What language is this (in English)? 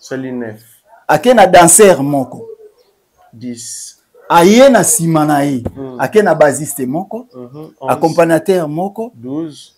Lingala